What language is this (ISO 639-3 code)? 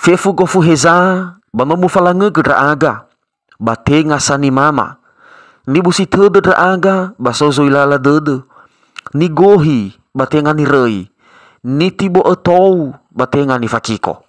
nia